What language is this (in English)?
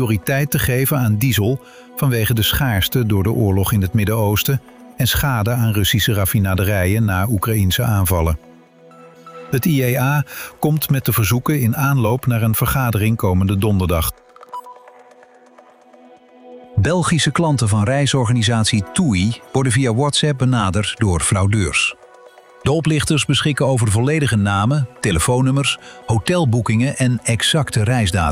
Dutch